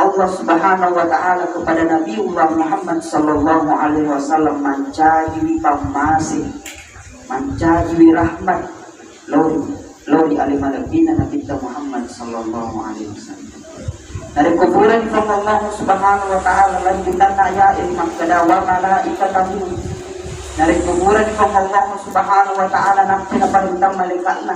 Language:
Buginese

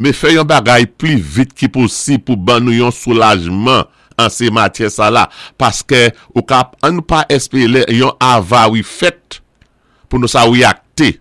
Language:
Saint Lucian Creole French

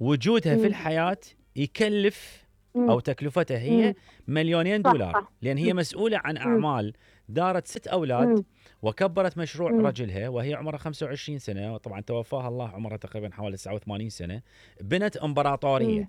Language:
Mesopotamian Arabic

